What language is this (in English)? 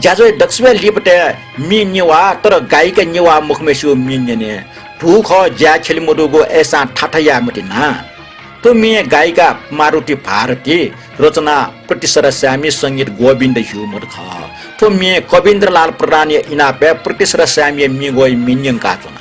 Newari